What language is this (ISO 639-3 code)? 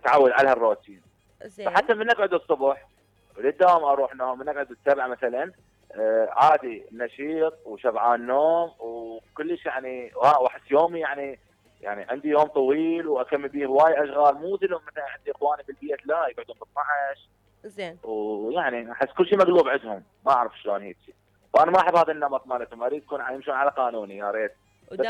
acm